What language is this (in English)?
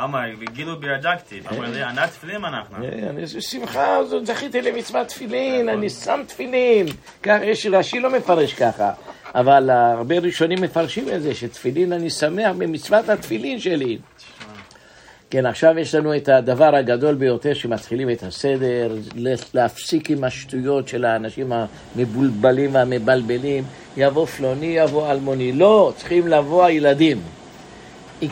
Hebrew